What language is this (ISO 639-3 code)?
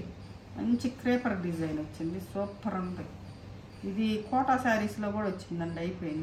tel